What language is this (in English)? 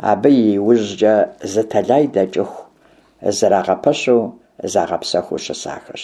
Kabardian